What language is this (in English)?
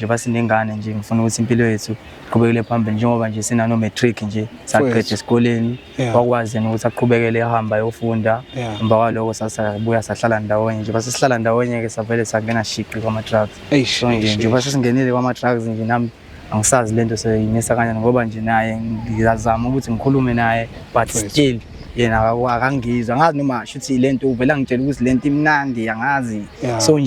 Zulu